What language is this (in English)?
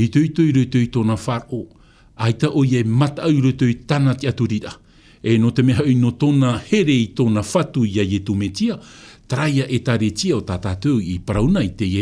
Tahitian